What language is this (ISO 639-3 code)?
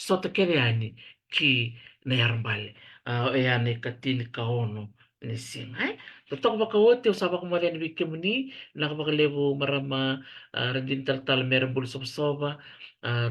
fij